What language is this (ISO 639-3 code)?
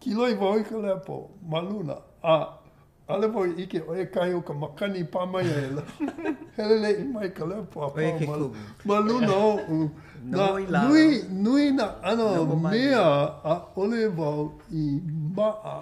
haw